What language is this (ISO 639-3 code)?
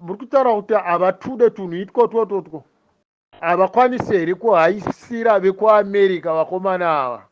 sna